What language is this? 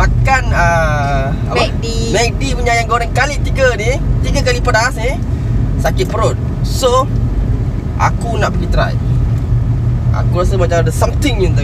Malay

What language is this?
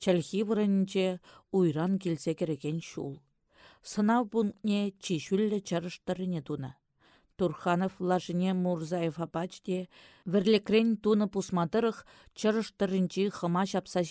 Chuvash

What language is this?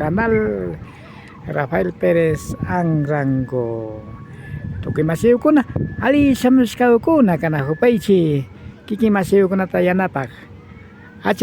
Imbabura Highland Quichua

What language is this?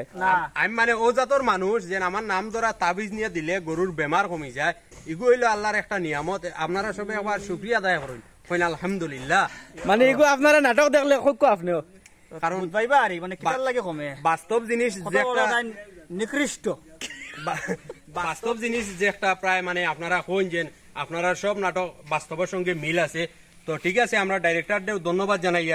Sylheti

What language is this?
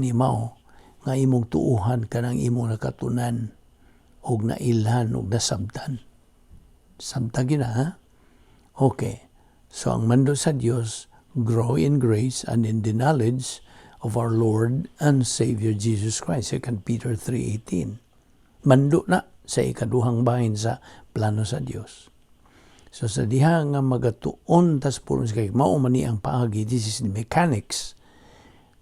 Cebuano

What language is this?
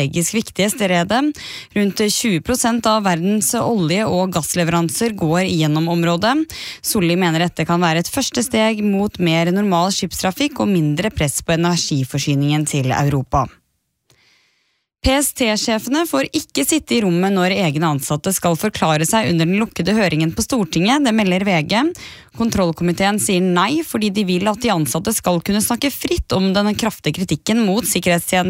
Norwegian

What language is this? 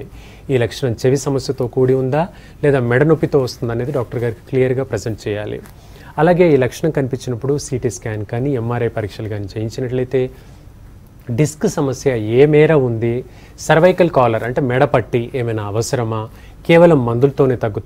Telugu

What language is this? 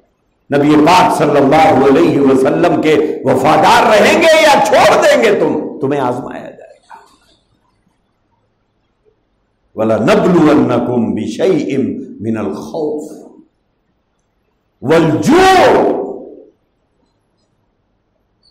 Urdu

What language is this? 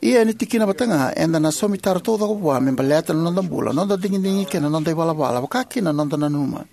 Fijian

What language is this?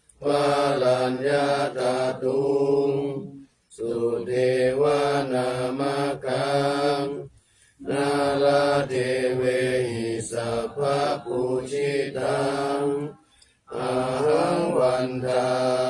Pali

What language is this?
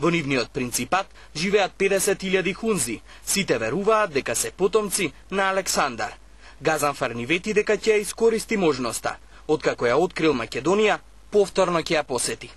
Macedonian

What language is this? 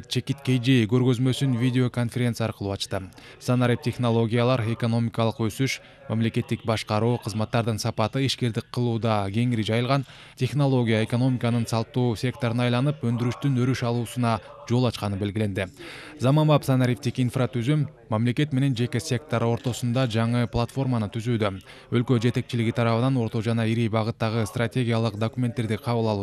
Kyrgyz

